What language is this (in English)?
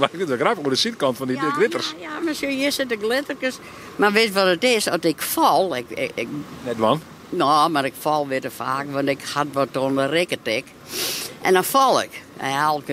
Western Frisian